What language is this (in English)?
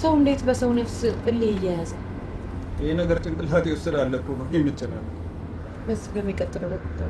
Amharic